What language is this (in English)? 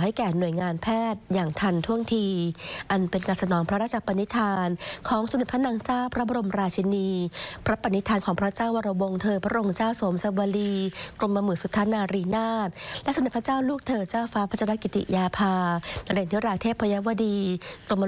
Thai